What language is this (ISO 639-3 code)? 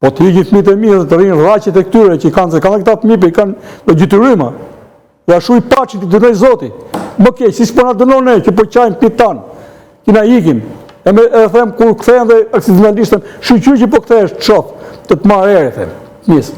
sqi